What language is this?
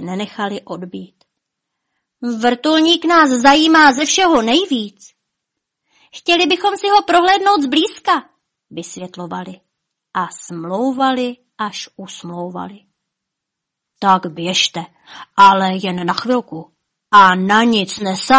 Czech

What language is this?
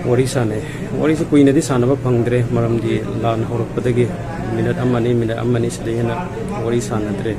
Manipuri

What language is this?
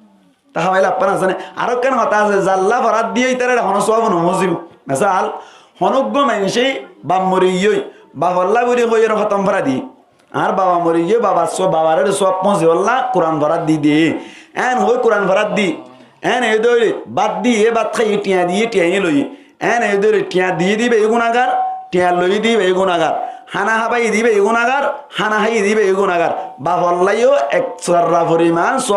Rohingya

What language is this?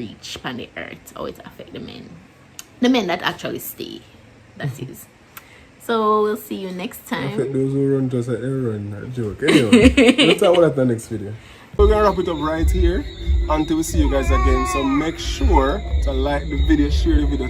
Jamaican Creole English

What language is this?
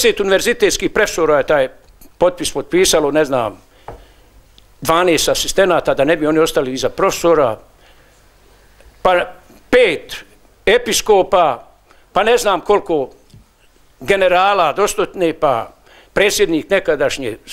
Bosnian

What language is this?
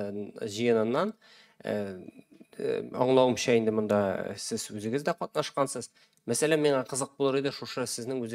Tatar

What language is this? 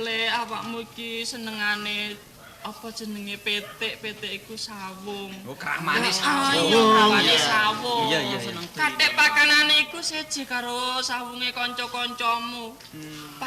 Javanese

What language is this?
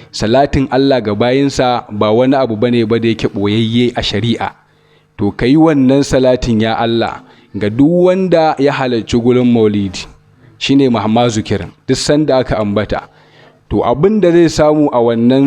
Hausa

